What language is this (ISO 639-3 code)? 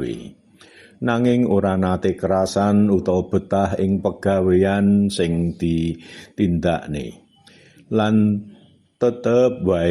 jav